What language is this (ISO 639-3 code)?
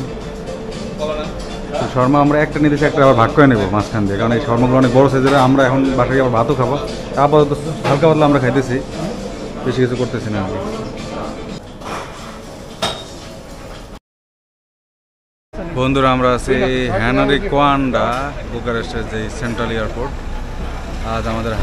ben